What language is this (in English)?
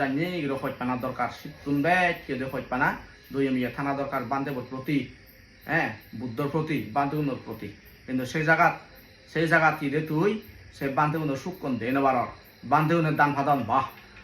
Chakma